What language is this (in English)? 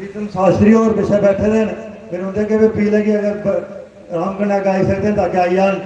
Dogri